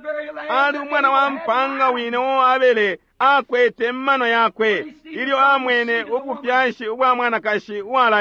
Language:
Bemba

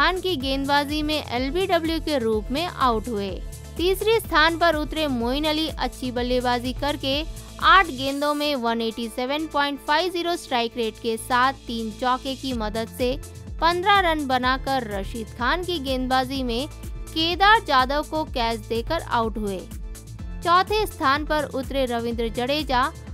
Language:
Hindi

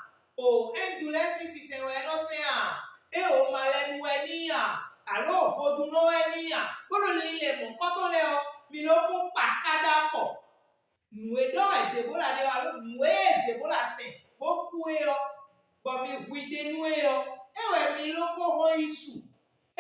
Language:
Fon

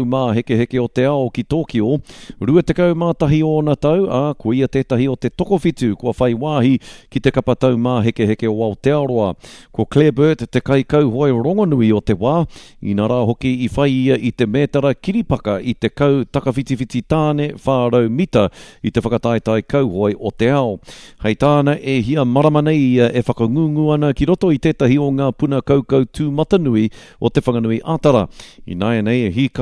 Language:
Māori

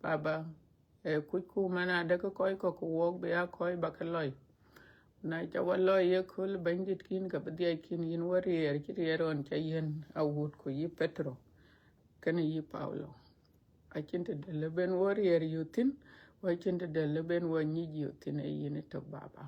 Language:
Dinka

